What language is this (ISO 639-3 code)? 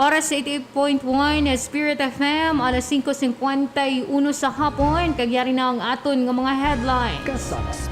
hil